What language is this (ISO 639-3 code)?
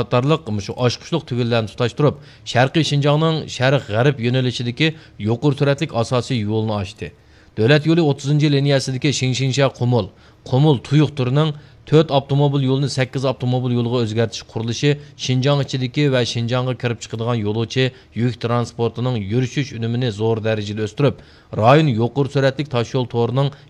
uig